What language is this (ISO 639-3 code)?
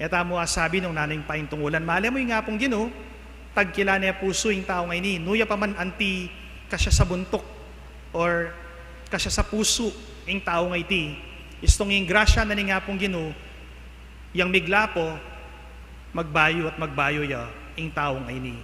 pam